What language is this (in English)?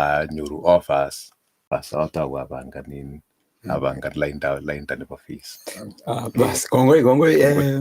Kalenjin